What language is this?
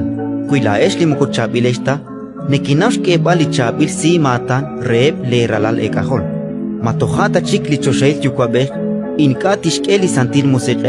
Kekchí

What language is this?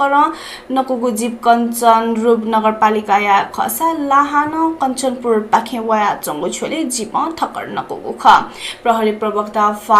Newari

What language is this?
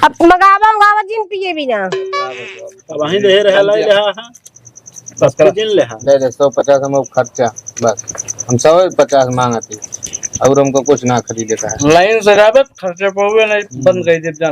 Awadhi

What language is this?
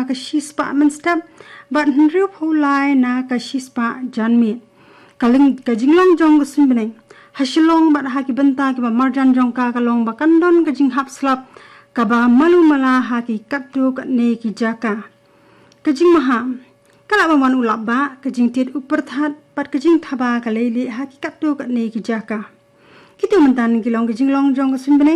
Khasi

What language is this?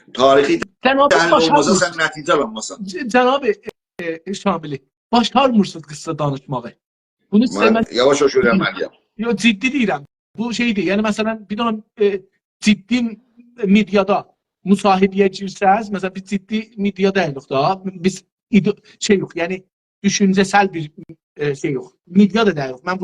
South Azerbaijani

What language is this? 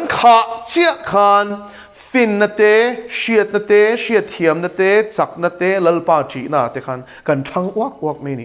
Mizo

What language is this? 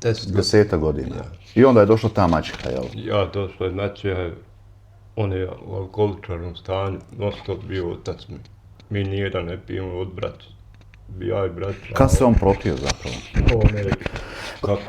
Bosnian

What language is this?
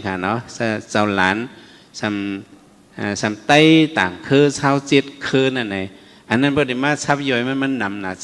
Shan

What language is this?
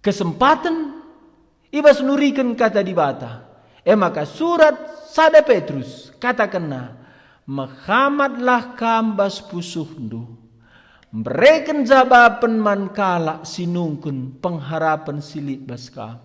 Batak Karo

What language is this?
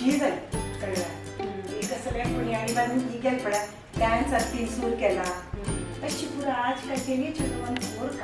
Konkani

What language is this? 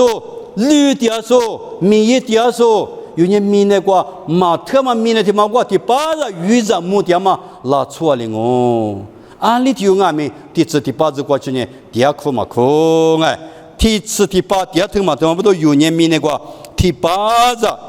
Lisu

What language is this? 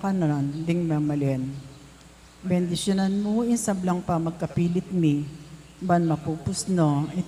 Pampanga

